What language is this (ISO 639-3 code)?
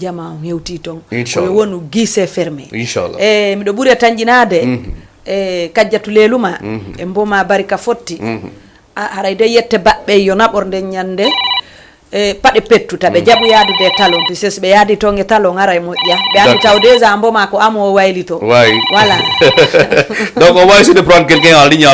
ful